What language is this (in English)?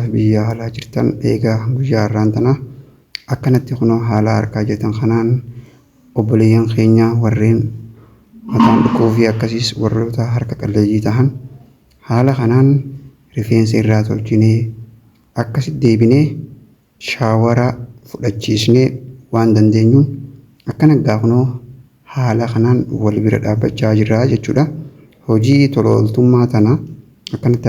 Oromo